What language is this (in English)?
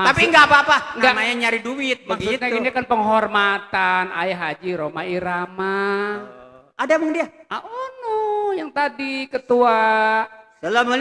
Betawi